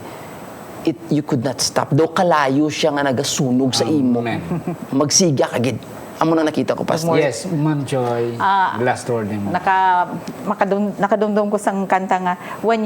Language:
Hiligaynon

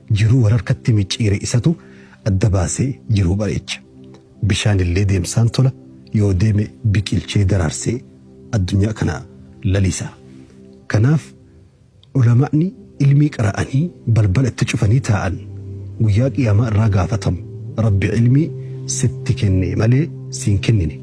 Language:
Oromo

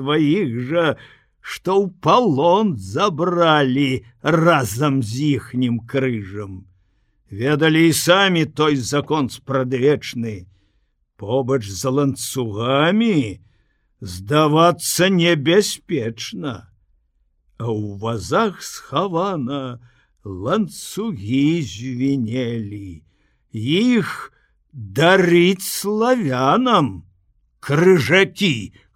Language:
Belarusian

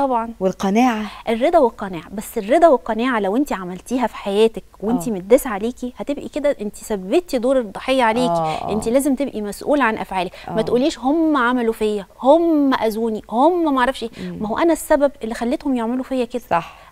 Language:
Egyptian Arabic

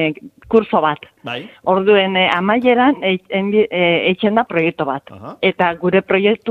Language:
Basque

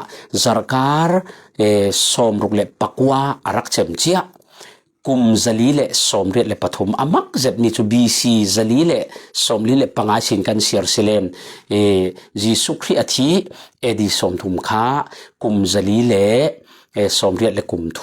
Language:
Falam Chin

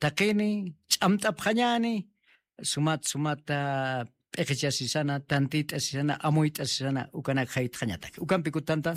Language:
Aymara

